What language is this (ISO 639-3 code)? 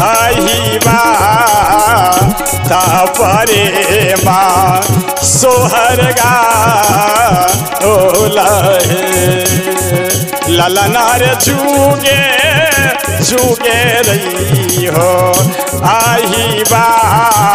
bho